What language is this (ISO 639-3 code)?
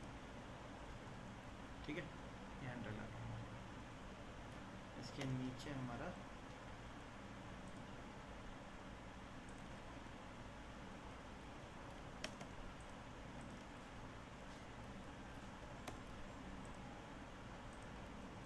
hin